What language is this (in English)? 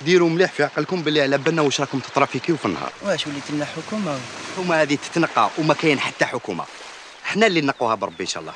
Algerian Arabic